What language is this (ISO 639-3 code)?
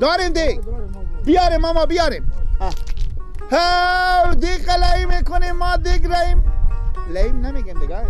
fas